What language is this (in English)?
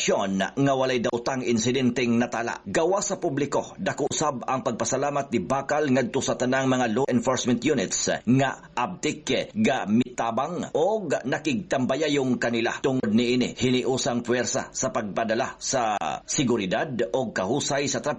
Cebuano